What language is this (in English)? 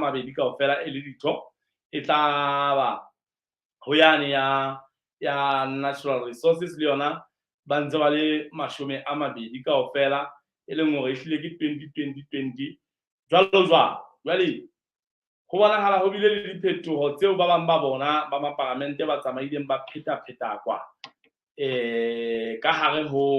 Southern Sotho